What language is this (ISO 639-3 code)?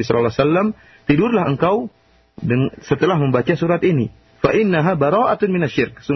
ind